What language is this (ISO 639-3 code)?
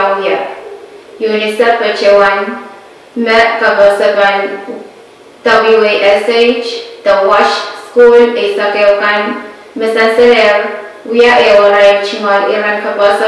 pon